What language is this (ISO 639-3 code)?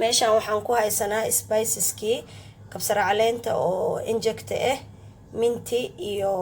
som